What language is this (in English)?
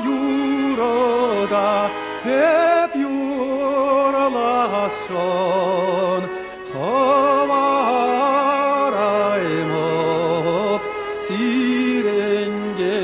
Chuvash